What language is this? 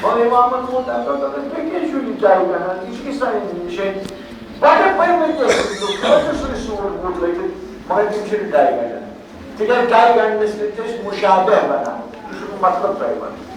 Kashmiri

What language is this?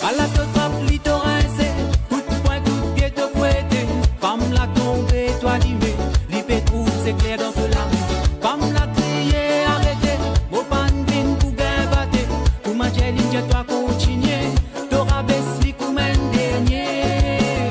Morisyen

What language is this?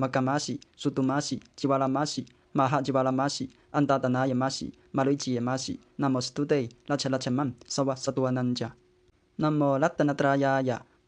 Pali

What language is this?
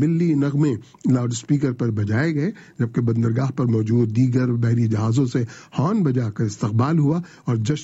Urdu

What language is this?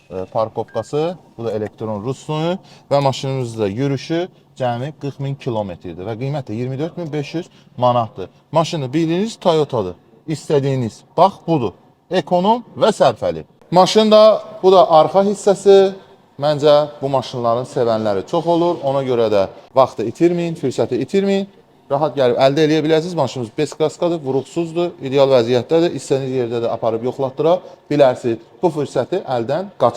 Azerbaijani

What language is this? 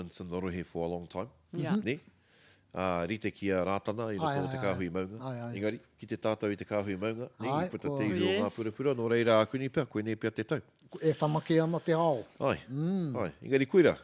Māori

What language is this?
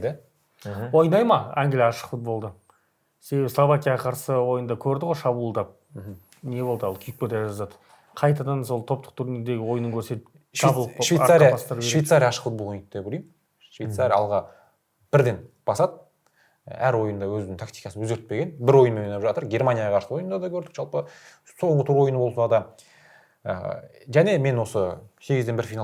Kazakh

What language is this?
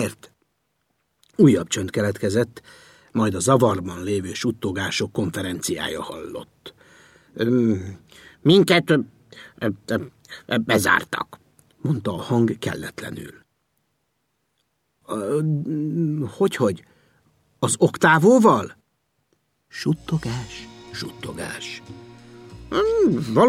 Hungarian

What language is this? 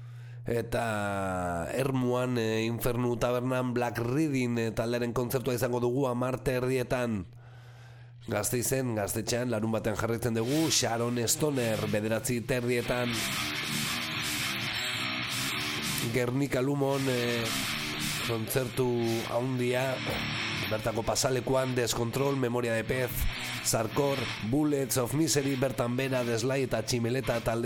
Basque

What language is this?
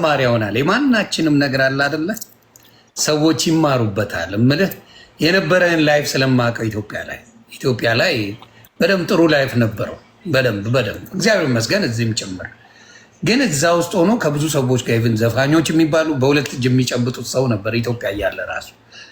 Amharic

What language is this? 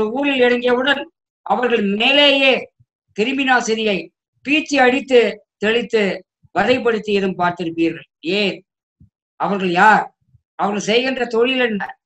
Tamil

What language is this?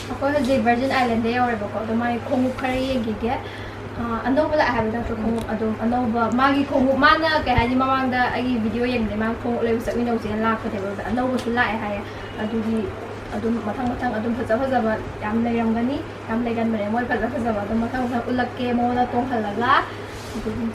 Manipuri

